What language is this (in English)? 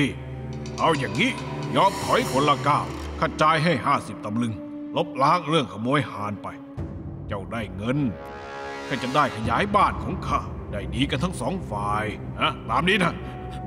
Thai